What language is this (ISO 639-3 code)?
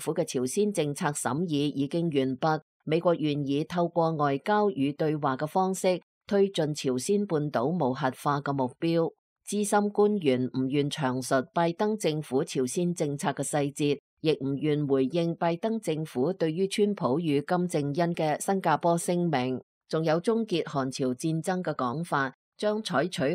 yue